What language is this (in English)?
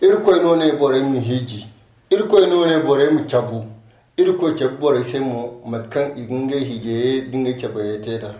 Zarma